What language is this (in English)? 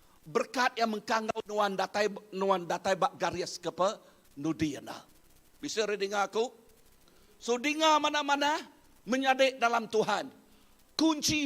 Iban